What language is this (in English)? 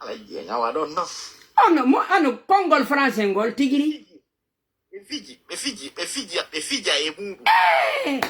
Fula